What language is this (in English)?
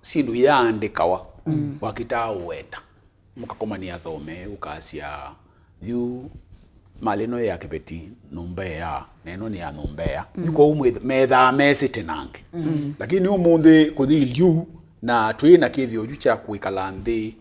Kamba